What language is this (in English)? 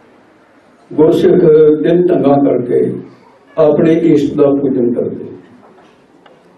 Punjabi